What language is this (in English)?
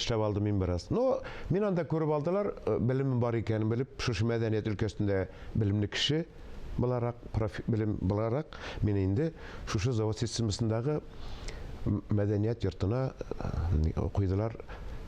Tatar